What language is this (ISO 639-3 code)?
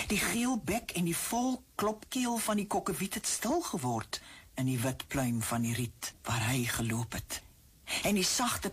afr